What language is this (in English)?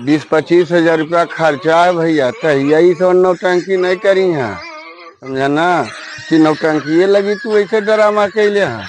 Magahi